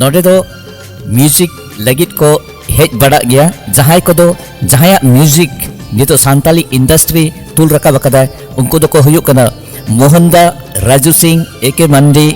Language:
Santali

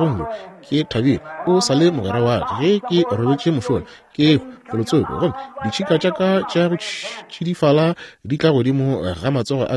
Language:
Northern Sotho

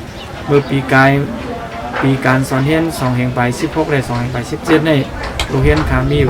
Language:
Shan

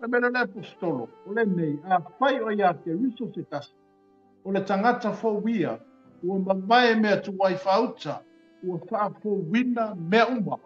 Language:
Samoan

